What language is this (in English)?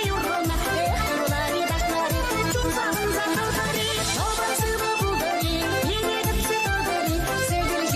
Chuvash